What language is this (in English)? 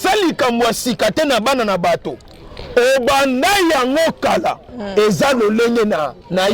Lingala